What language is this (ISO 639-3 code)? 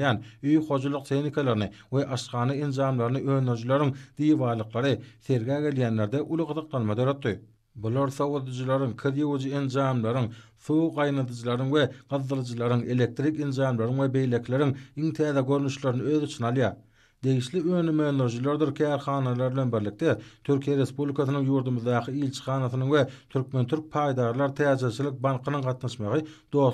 tuk